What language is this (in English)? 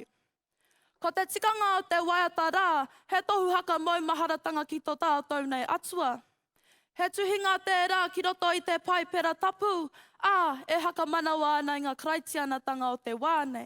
Māori